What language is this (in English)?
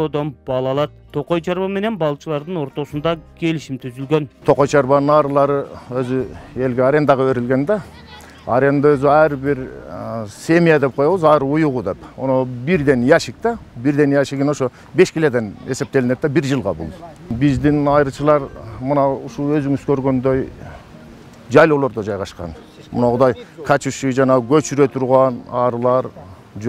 Kyrgyz